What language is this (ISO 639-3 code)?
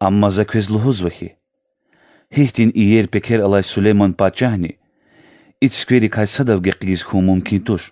lez